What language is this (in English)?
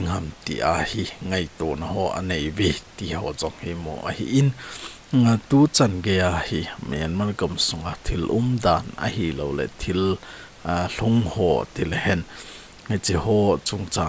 Thado Chin